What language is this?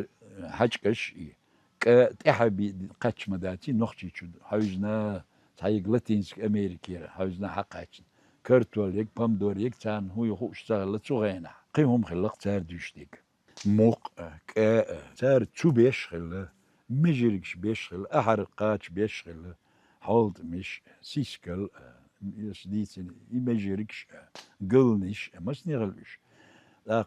Chechen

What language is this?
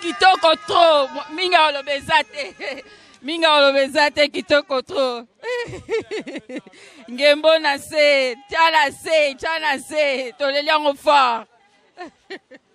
Lingala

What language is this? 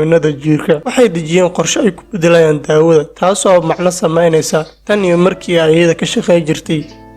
Somali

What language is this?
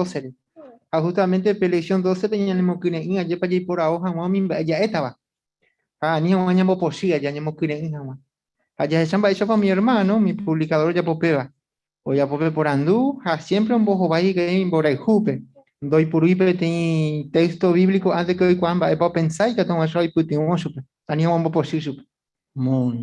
Guarani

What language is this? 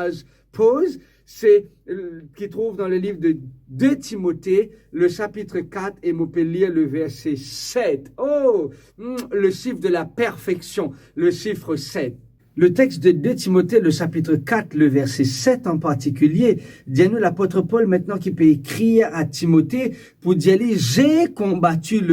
Morisyen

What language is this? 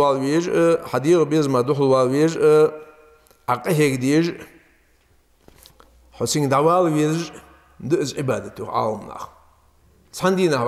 Ingush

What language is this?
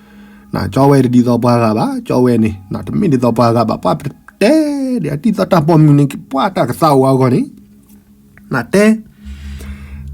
S'gaw Karen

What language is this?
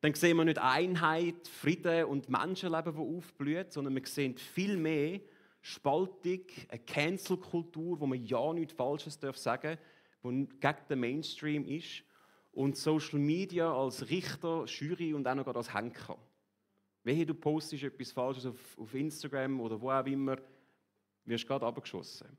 Swiss German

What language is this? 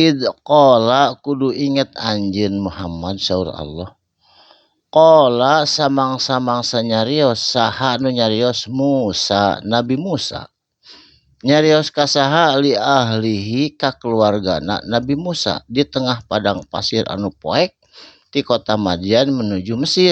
Sundanese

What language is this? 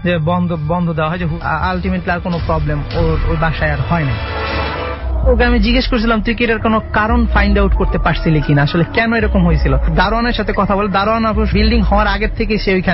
Bangla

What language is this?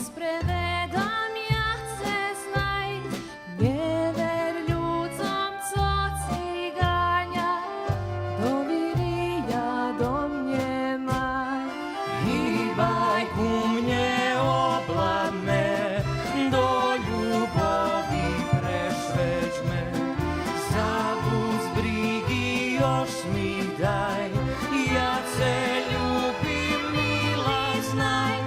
Rusyn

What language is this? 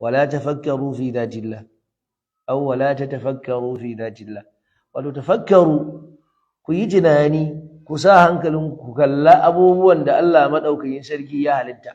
Hausa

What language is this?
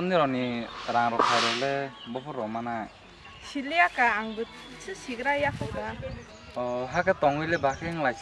Kok Borok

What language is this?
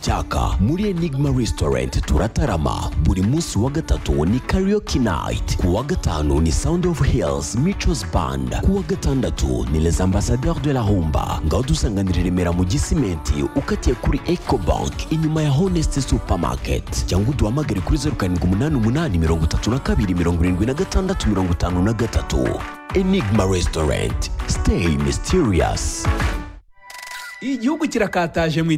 Kinyarwanda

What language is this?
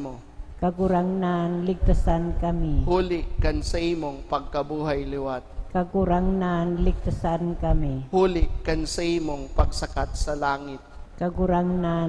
Bikol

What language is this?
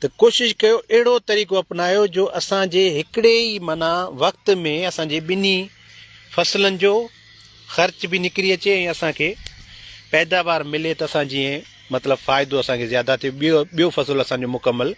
Sindhi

